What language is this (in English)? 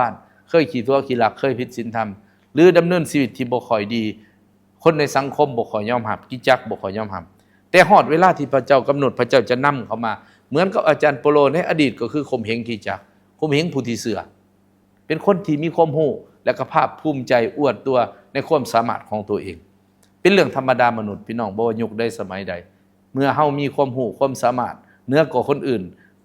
Lao